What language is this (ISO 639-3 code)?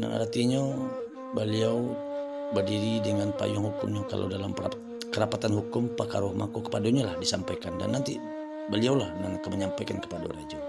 min